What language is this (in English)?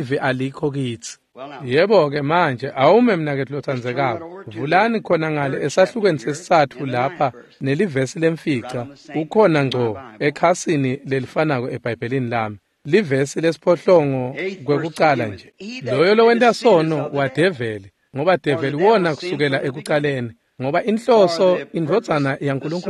Swati